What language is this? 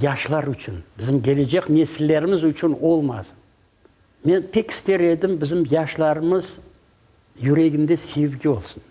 Crimean Tatar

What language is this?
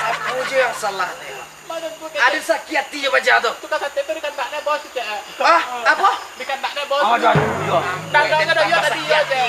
Minangkabau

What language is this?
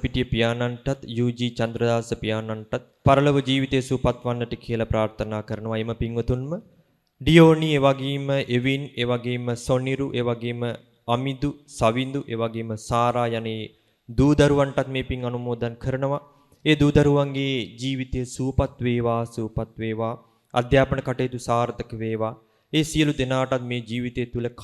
Sinhala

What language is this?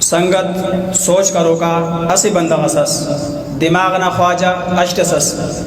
Brahui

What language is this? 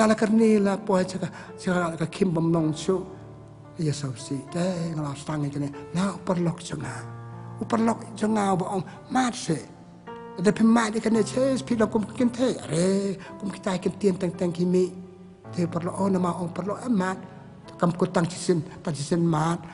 Khasi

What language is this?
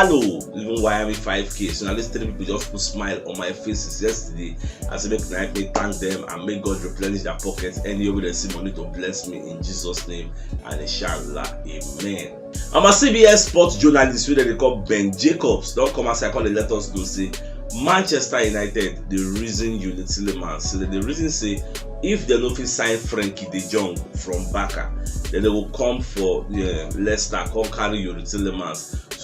Nigerian Pidgin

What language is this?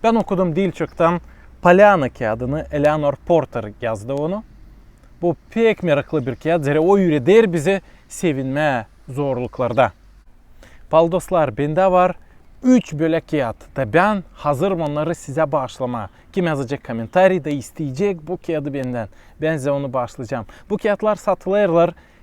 Gagauz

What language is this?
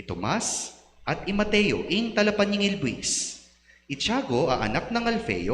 Pampanga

